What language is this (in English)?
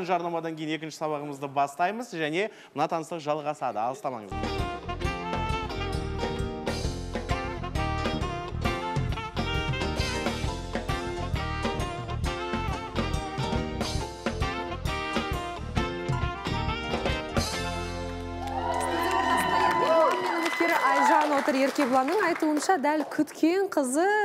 Kazakh